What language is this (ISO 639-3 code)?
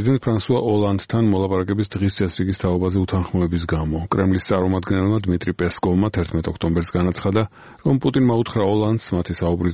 kat